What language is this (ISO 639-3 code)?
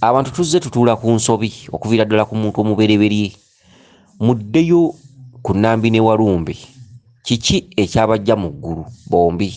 lug